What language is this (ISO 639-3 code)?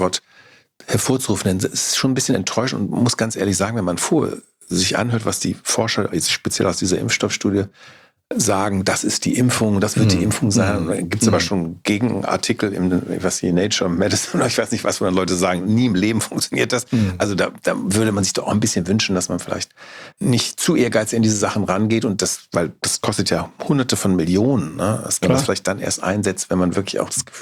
deu